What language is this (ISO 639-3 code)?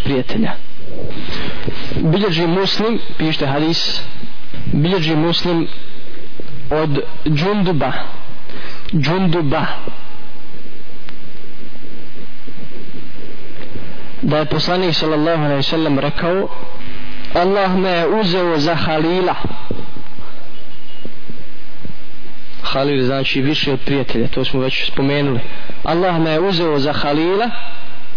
bos